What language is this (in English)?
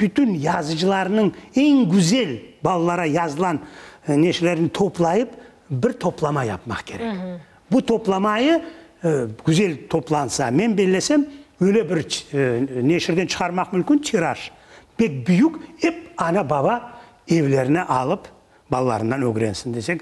Crimean Tatar